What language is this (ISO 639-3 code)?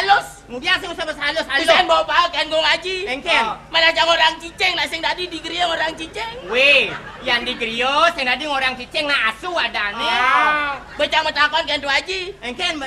ban